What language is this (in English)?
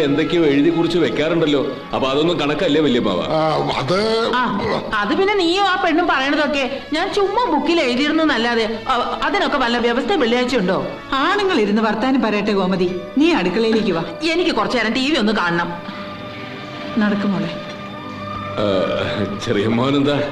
Malayalam